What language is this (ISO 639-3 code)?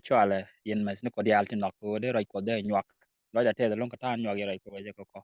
nus